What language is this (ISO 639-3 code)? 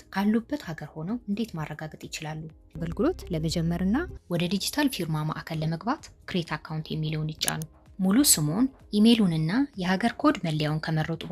amh